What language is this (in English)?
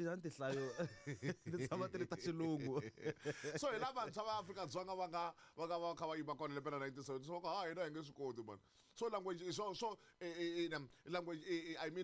Tsonga